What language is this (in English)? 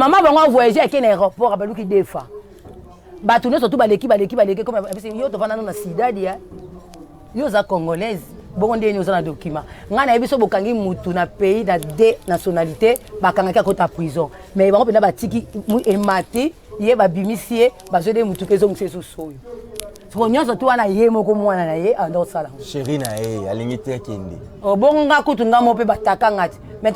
Lingala